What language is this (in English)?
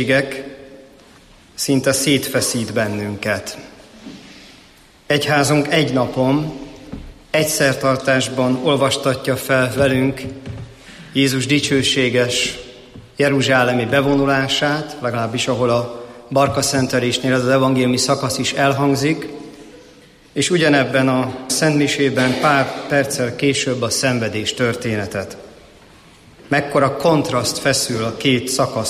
Hungarian